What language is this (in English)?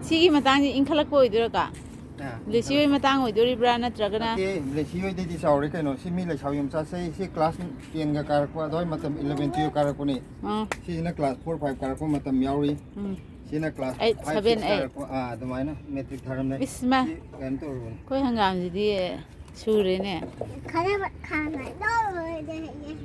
Manipuri